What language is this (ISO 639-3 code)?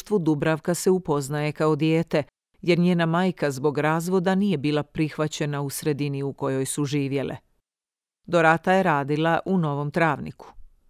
hrv